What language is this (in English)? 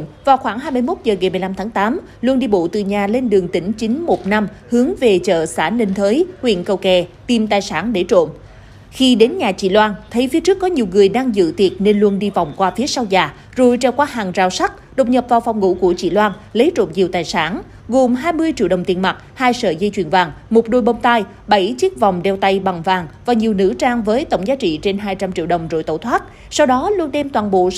Vietnamese